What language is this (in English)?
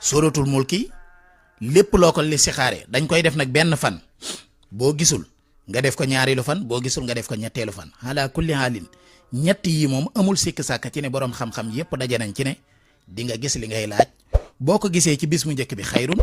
Wolof